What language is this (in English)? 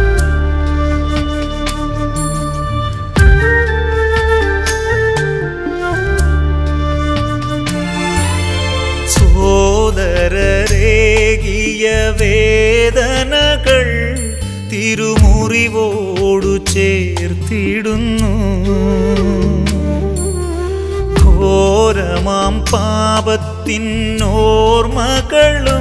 Malayalam